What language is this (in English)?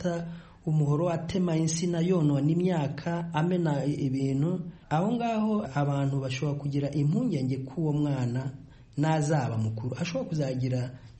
Kinyarwanda